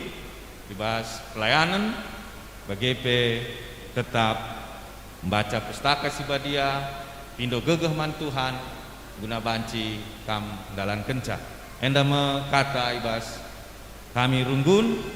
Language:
Batak Karo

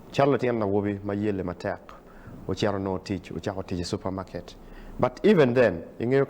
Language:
Acoli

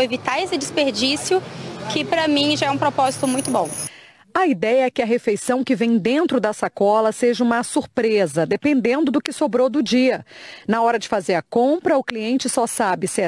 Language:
Portuguese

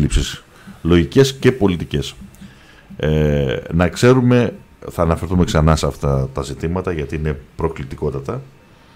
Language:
Greek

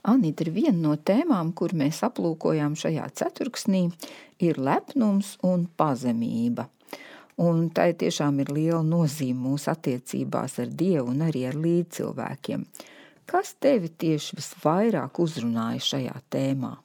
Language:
Latvian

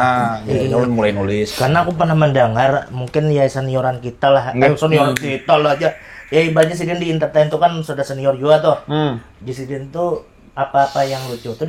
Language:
Banjar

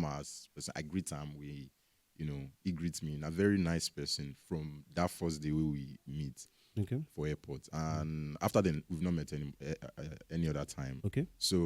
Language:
Nigerian Pidgin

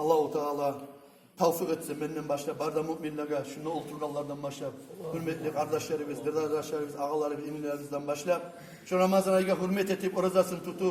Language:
Kumyk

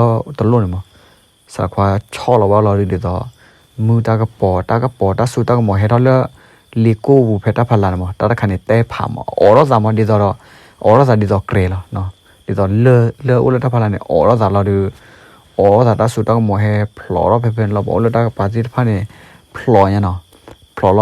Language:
S'gaw Karen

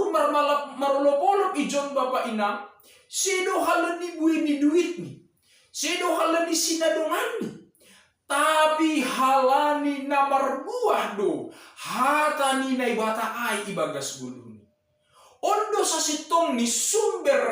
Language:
Batak Simalungun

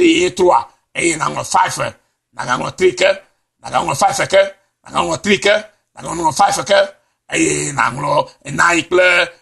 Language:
Ewe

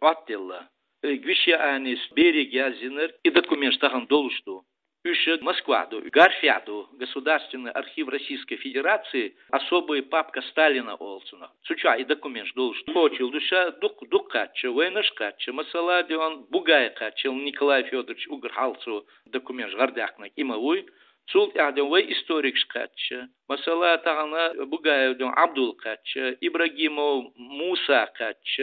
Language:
Chechen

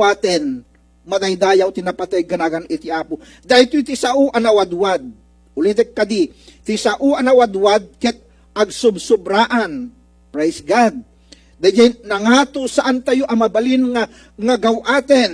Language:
Iloko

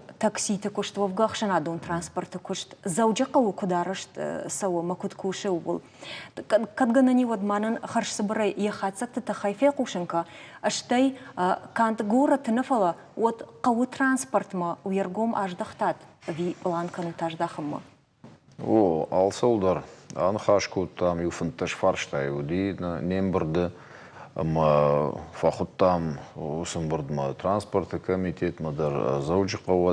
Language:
Ossetic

